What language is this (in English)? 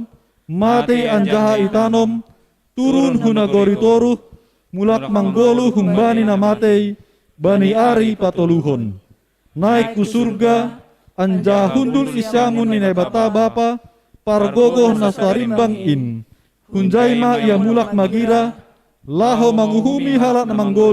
Batak Simalungun